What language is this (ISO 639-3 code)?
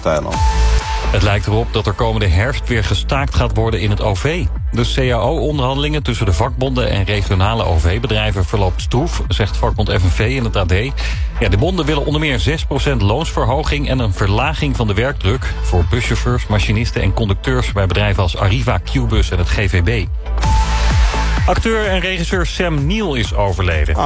nld